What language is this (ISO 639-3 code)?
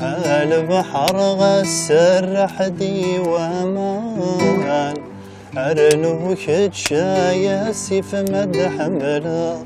kab